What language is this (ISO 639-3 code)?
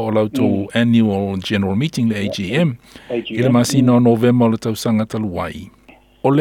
smo